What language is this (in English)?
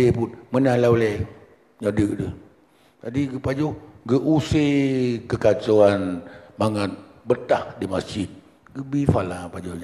Achinese